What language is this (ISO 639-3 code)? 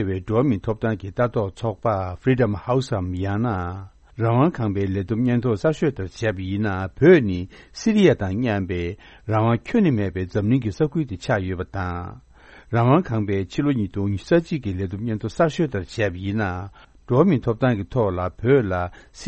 bod